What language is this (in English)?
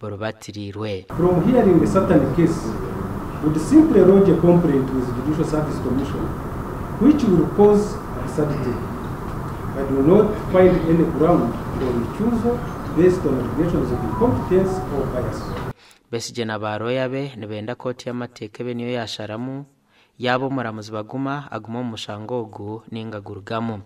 Nyankole